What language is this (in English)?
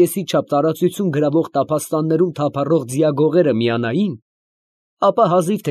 Armenian